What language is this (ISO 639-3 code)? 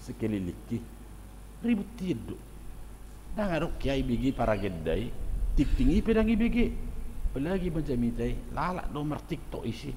bbc